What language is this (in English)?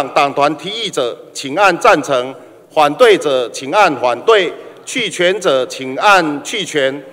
Chinese